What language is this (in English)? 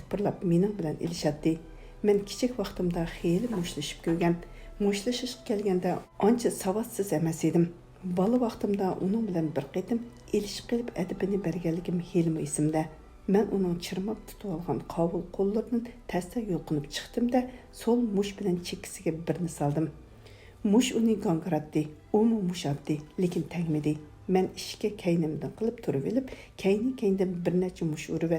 Uyghur